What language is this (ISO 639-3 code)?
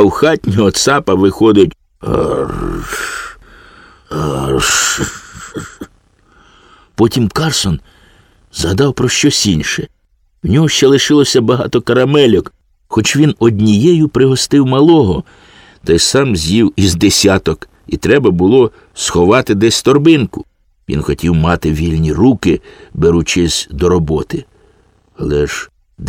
ukr